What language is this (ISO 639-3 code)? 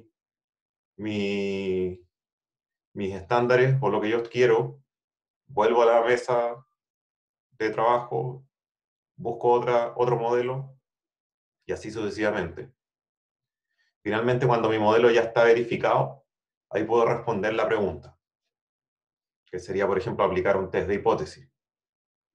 spa